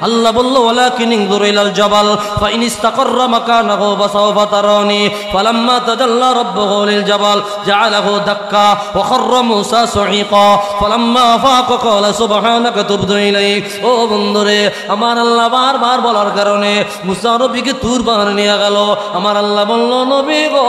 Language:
Sylheti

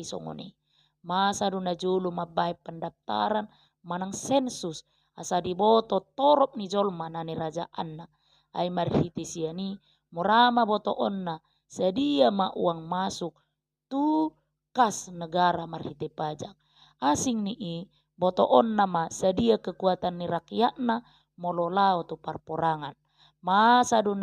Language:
Batak Toba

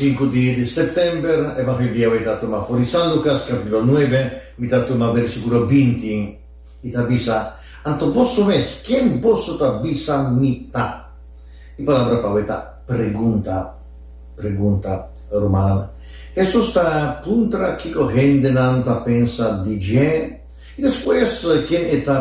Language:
Papiamento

